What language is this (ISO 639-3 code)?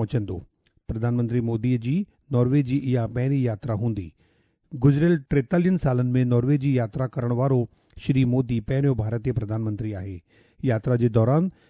snd